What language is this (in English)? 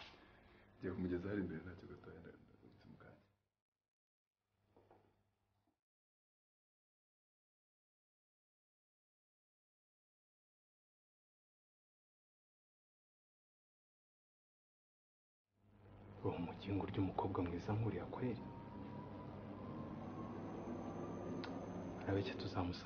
Kinyarwanda